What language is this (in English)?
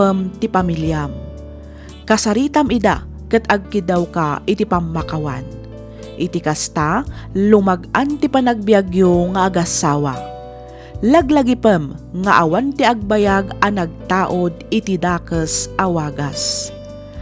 Iloko